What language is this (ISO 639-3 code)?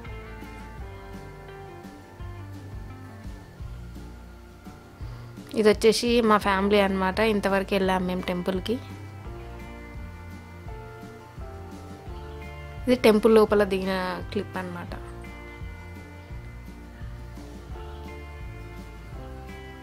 tel